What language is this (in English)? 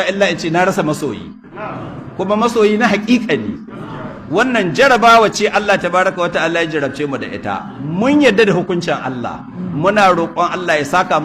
Hausa